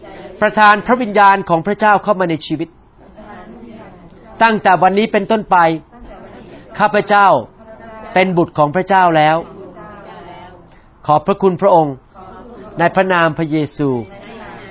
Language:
Thai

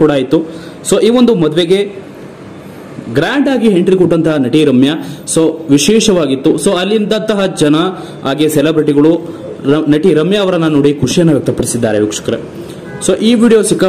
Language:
Kannada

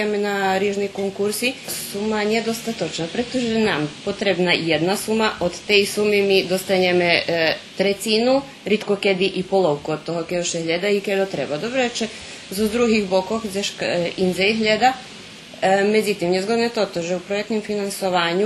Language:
Rusyn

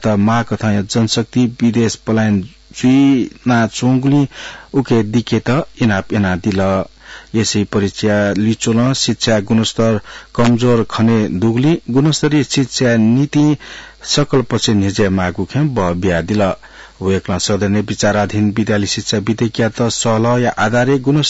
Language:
Newari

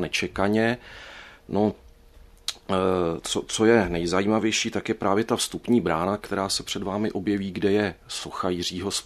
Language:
Czech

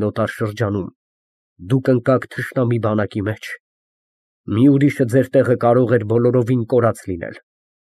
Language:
Armenian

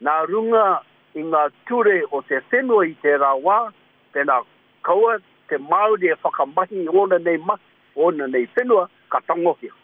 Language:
Māori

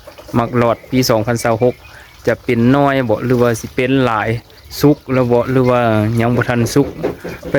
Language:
Lao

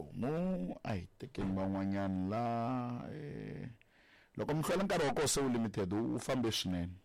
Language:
Tsonga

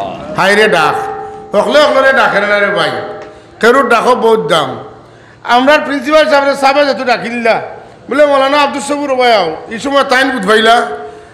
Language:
Sylheti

